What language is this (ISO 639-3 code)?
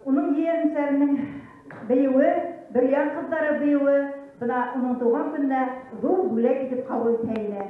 bak